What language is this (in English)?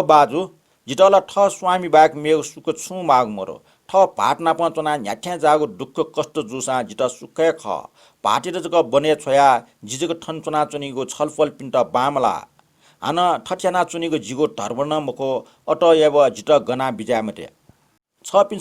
Newari